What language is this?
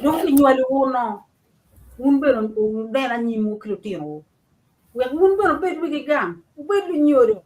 Acoli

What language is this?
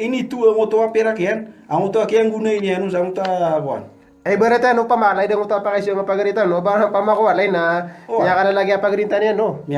Maranao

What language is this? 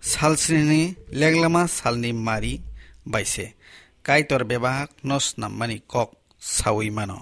Kok Borok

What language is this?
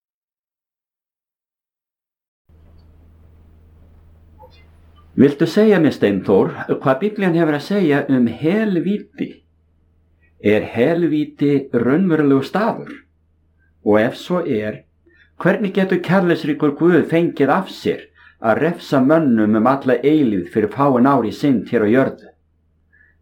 Icelandic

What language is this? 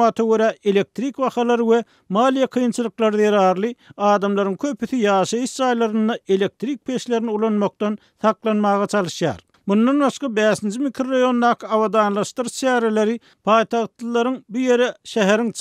Turkmen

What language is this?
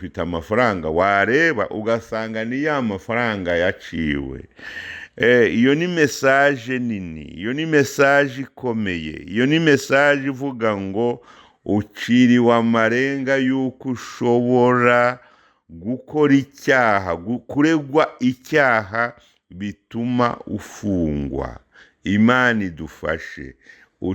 Kinyarwanda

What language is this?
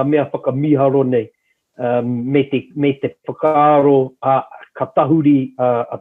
Māori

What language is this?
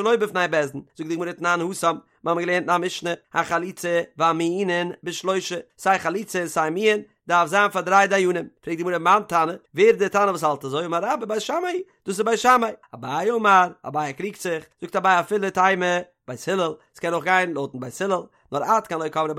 Yiddish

